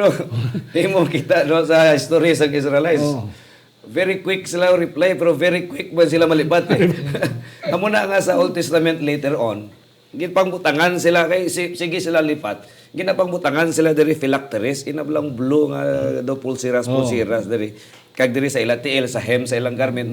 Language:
Hiligaynon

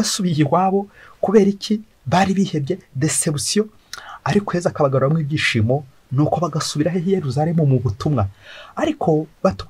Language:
Kinyarwanda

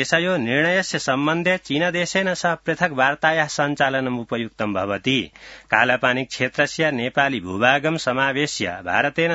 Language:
Sanskrit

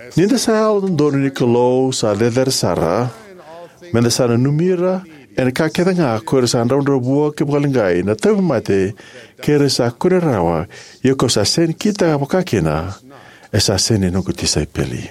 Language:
Fijian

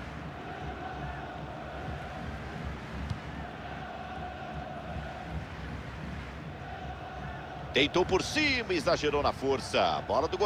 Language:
Portuguese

